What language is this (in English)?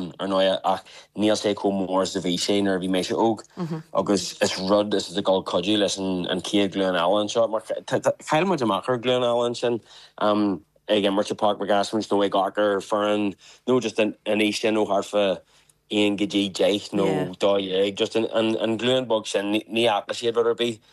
Irish